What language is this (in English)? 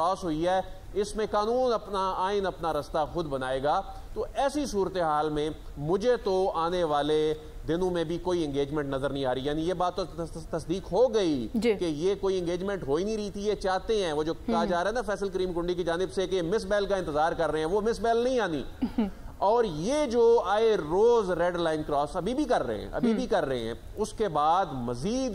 Urdu